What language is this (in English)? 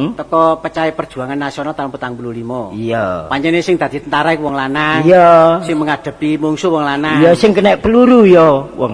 Javanese